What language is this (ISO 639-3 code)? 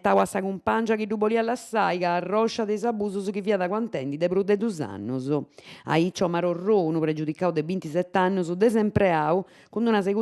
srd